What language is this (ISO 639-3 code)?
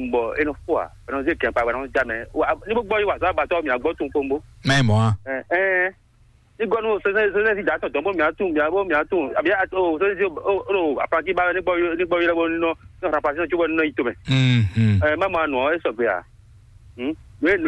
fon